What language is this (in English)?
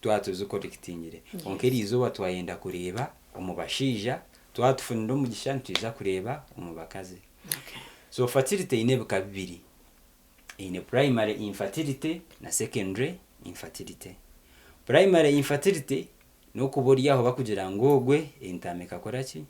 Nyankole